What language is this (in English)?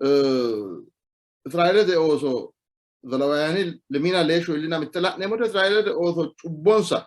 Sidamo